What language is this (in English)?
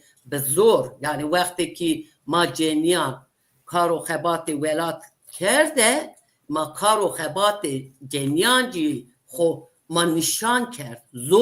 Zaza